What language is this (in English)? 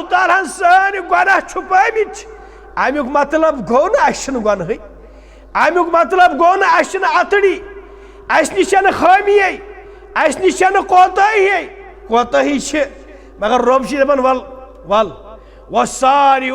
Kashmiri